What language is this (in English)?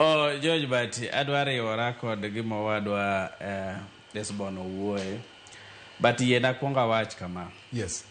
Luo (Kenya and Tanzania)